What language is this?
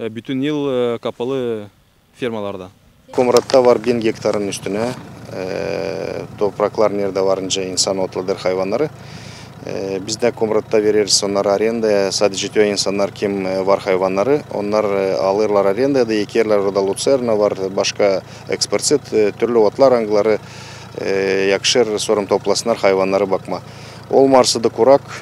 Gagauz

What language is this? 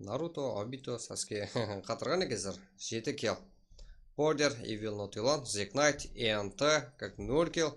Kara-Kalpak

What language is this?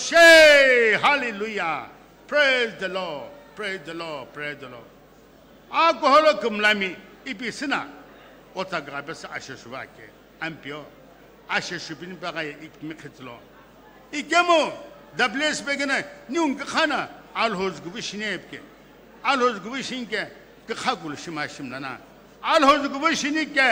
Sumi Naga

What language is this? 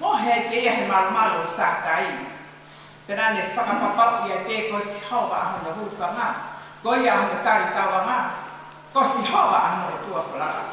Tongan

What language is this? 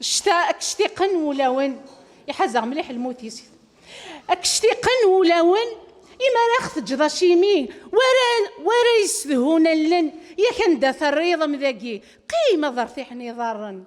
Kabyle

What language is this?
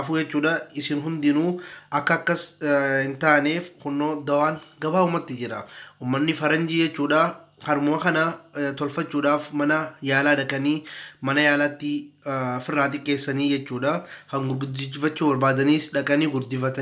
Oromo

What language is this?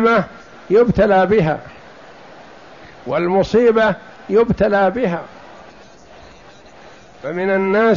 Arabic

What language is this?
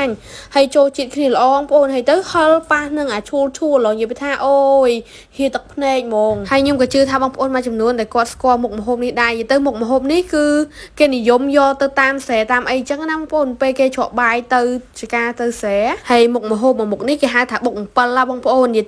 Khmer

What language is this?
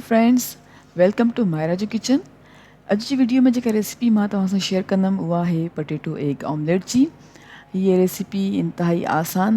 Sindhi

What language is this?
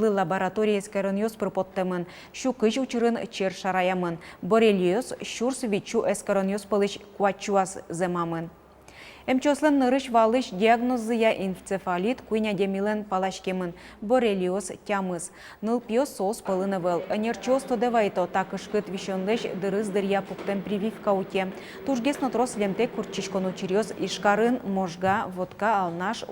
Udmurt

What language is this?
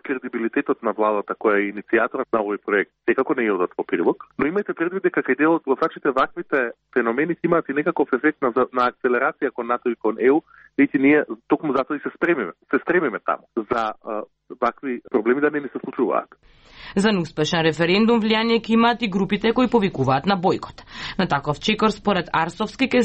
Macedonian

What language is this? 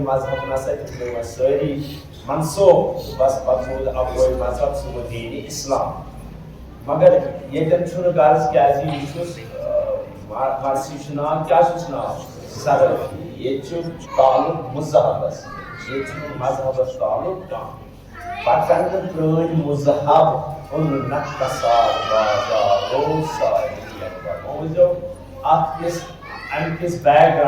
Kashmiri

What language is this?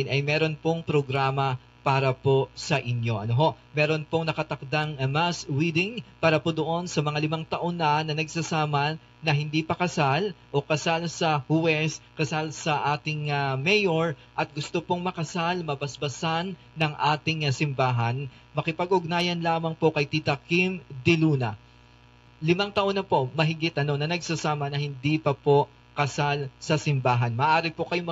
Filipino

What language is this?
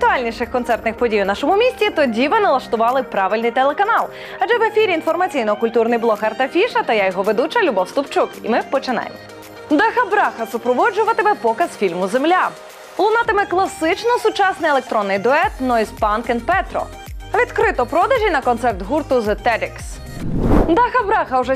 Ukrainian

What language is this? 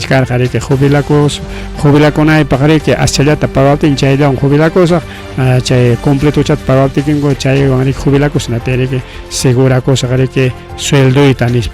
Ayacucho Quechua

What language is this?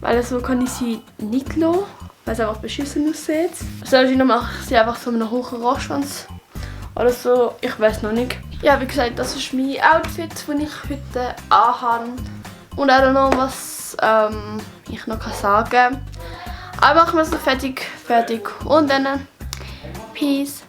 Swiss German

